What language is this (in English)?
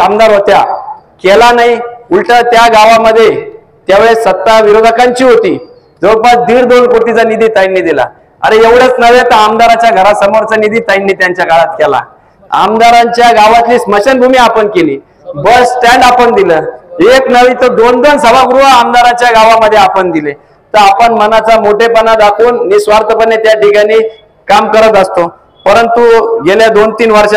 Marathi